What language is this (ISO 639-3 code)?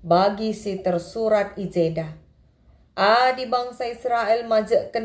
btx